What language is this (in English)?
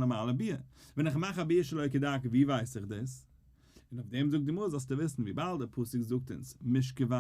Yiddish